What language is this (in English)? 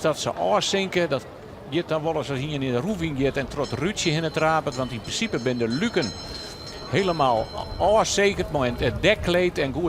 Western Frisian